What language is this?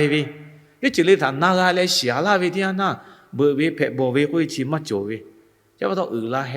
Lahu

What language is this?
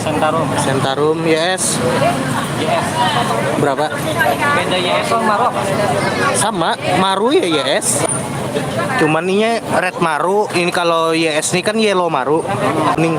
Banjar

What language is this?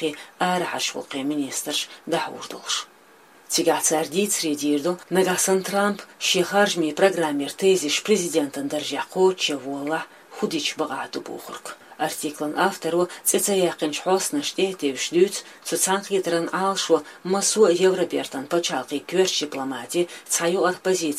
Chechen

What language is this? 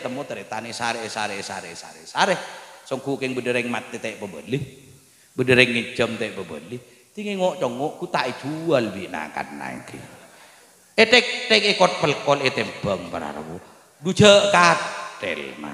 Madurese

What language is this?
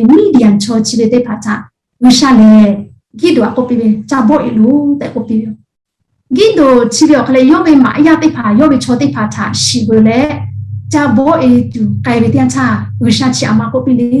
Lahu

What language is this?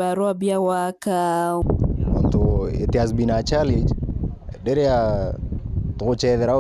Meru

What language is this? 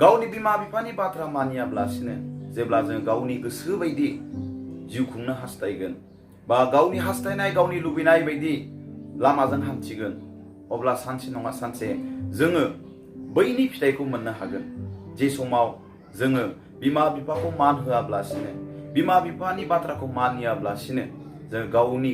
Bodo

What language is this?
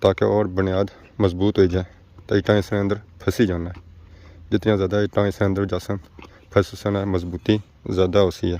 Pahari-Potwari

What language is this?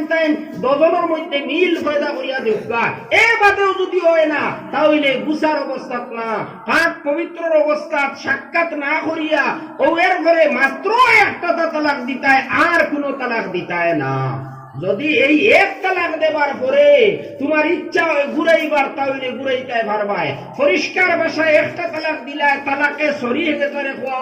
Sylheti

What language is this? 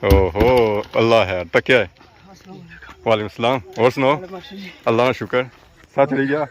Pahari-Potwari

